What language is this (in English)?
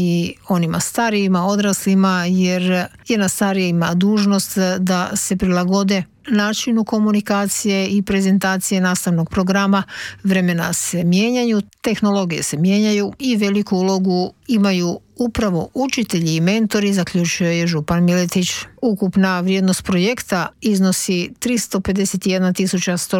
Croatian